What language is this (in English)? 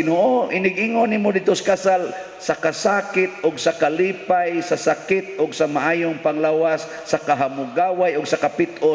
Cebuano